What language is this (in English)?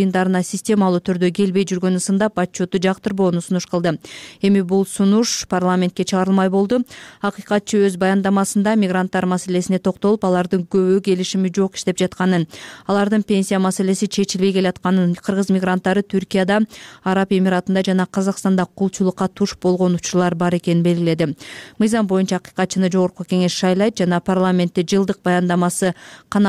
Kyrgyz